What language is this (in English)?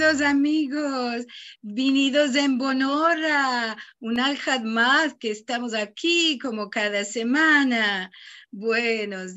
Ladino